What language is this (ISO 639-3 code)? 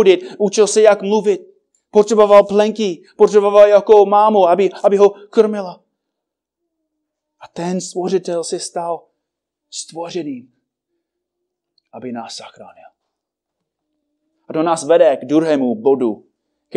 ces